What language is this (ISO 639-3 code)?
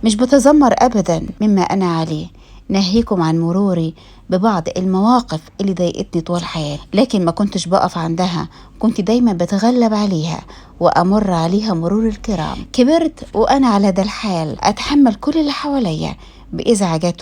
arz